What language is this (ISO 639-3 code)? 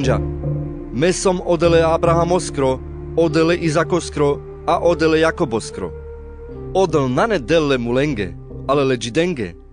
rmc